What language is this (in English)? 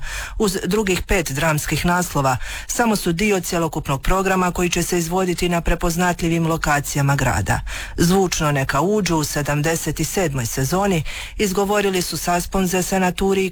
Croatian